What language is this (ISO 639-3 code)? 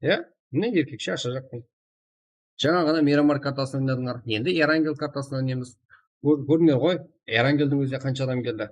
kaa